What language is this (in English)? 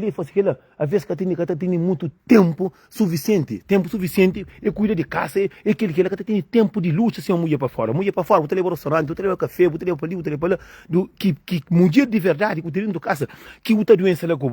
Kabuverdianu